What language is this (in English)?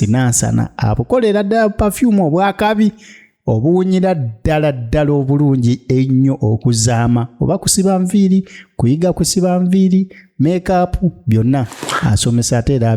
Ganda